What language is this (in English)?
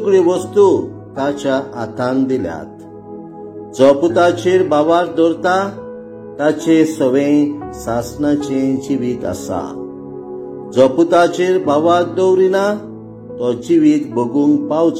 Konkani